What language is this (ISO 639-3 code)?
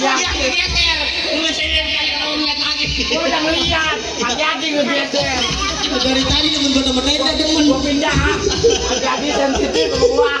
bew